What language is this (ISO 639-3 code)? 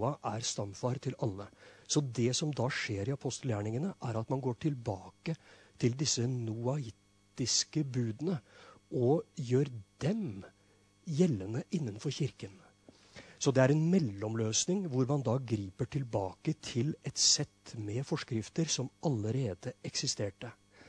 nor